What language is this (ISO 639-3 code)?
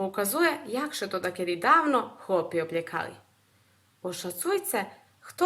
rue